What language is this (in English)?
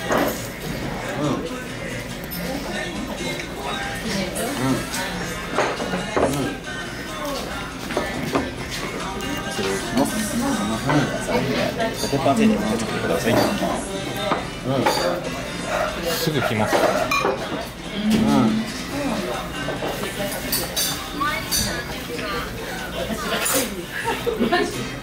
Japanese